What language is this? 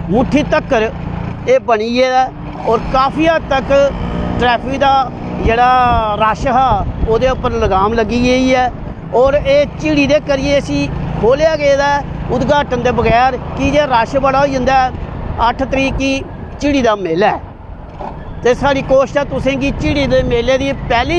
Dogri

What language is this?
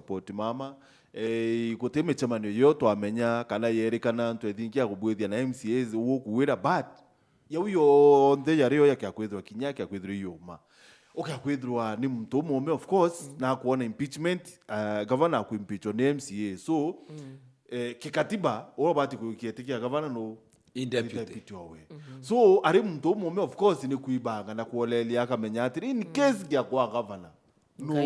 Meru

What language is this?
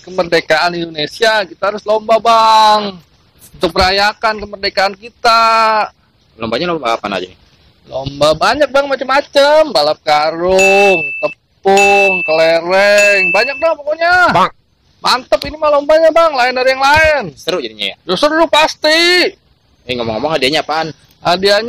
Betawi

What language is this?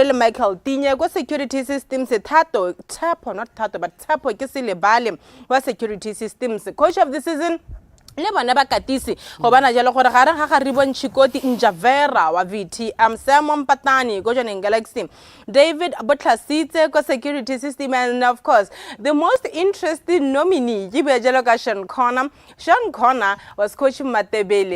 Tswana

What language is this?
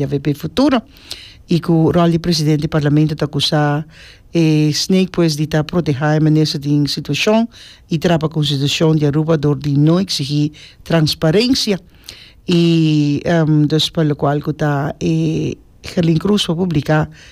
Papiamento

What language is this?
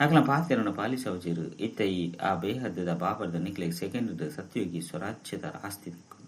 Tulu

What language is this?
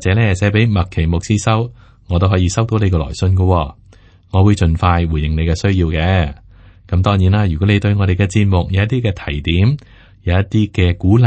Cantonese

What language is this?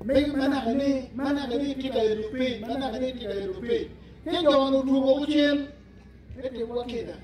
Acoli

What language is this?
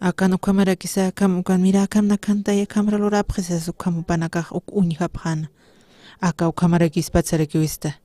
Aymara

